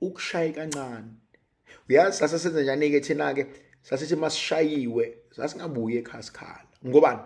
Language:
Zulu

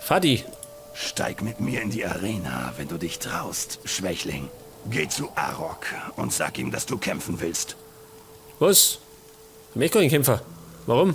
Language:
Bavarian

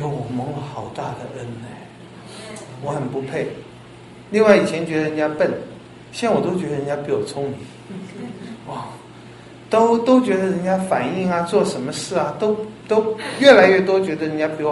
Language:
Chinese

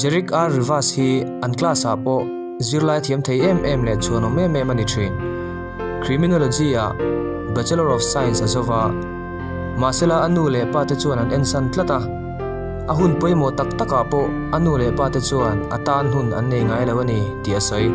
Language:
Mizo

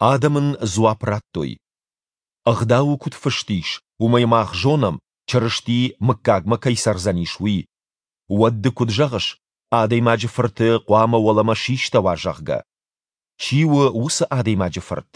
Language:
Ossetic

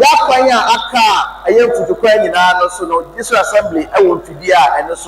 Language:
Akan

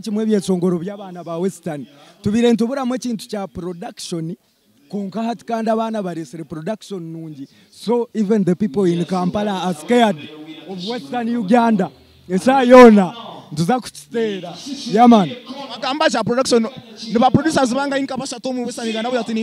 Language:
Nyankole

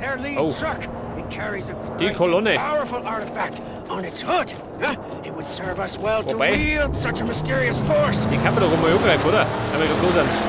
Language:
Bavarian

